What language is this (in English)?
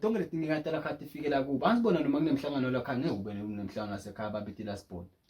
Zulu